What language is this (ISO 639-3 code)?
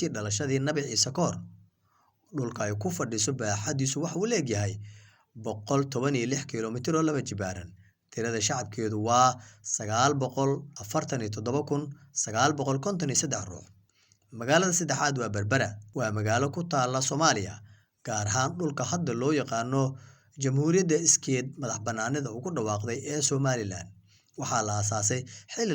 som